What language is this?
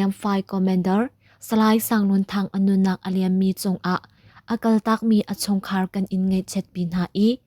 Hakha Chin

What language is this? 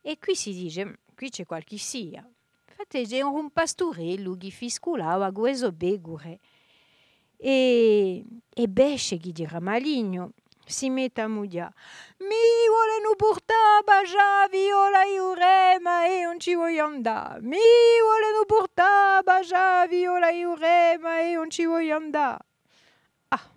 Corsican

